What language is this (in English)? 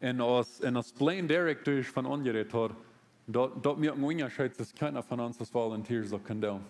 Plautdietsch